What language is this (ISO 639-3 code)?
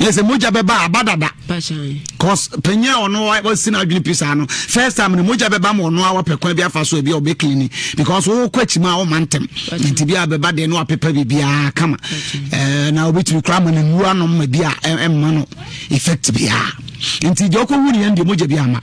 aka